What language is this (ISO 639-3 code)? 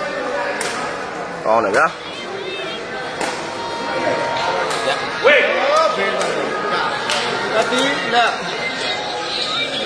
mya